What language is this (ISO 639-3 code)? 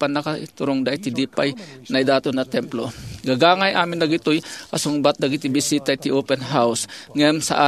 ilo